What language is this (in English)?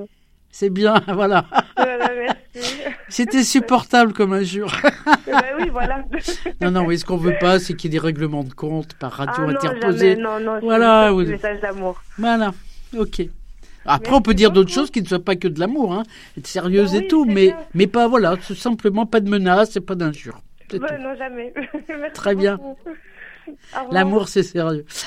French